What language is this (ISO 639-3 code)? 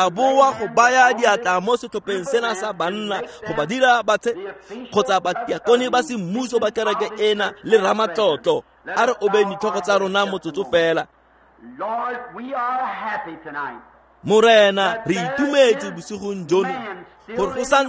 tsn